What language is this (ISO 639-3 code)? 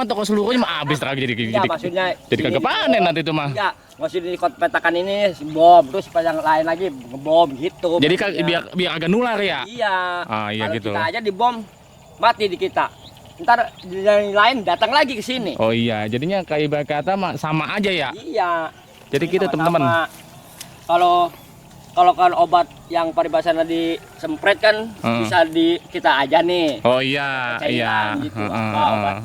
bew